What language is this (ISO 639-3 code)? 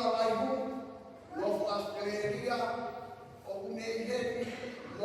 ton